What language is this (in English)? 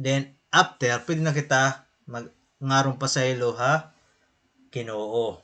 Waray